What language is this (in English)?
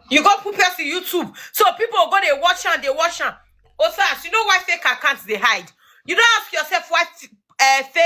Nigerian Pidgin